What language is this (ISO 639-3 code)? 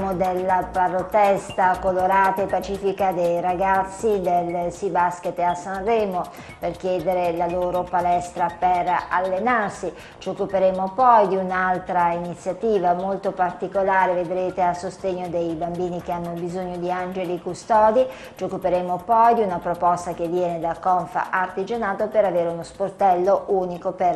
ita